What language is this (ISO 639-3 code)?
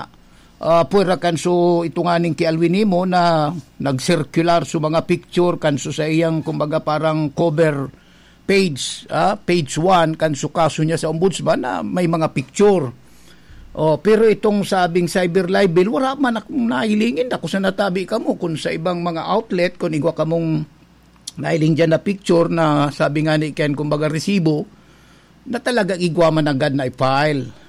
bik